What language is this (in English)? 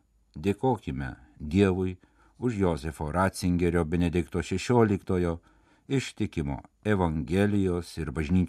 Lithuanian